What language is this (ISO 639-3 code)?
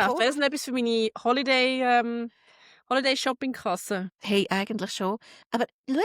gsw